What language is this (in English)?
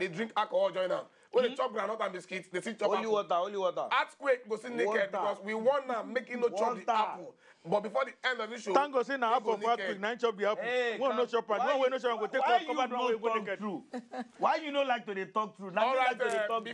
Nigerian Pidgin